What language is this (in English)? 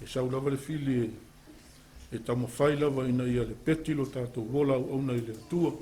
Samoan